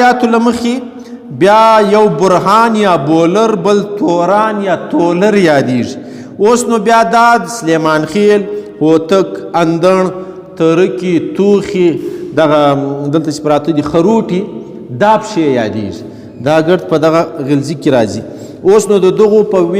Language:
Pashto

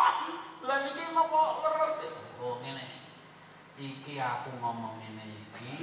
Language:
Javanese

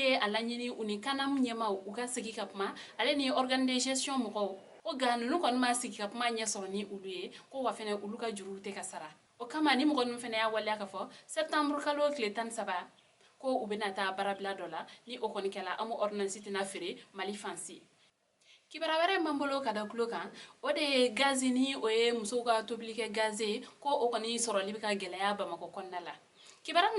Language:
Bambara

